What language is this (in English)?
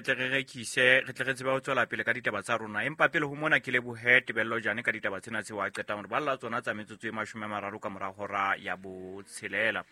Southern Sotho